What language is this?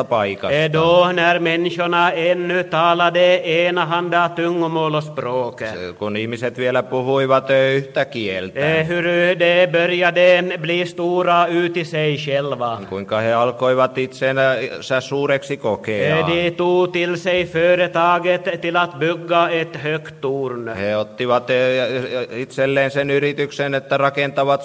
Swedish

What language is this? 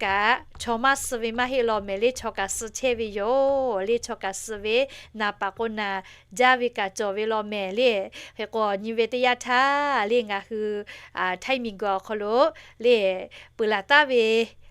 Lahu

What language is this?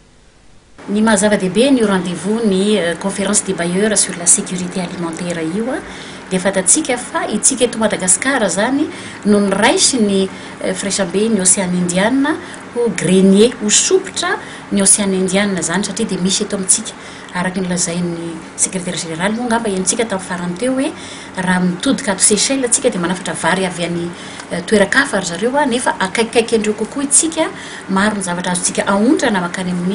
Malagasy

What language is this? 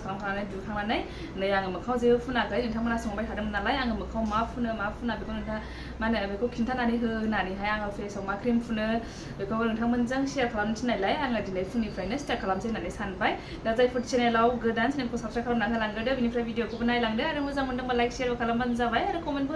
Bodo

